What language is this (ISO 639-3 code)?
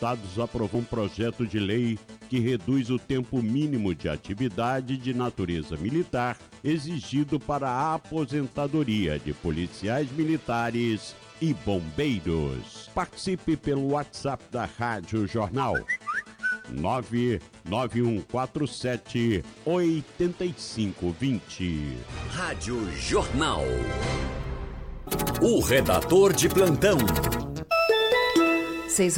por